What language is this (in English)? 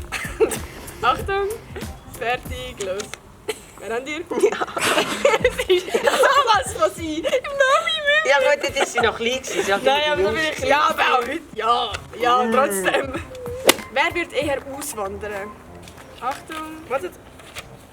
Swiss German